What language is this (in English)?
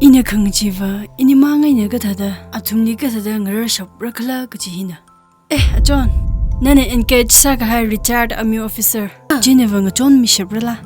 Tangkhul Naga (India)